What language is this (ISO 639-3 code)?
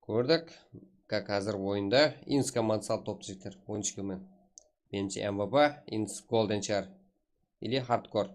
kaa